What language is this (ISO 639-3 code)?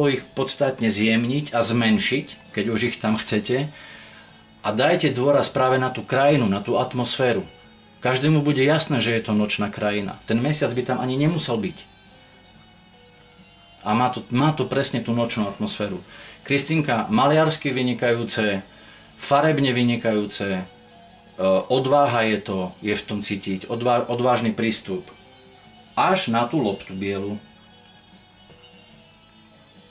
slk